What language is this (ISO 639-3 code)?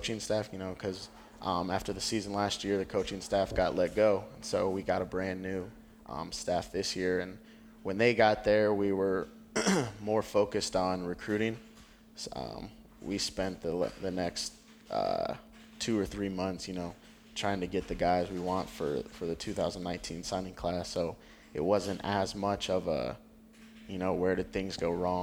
eng